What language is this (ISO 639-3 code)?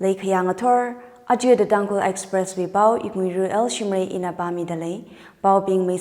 nmf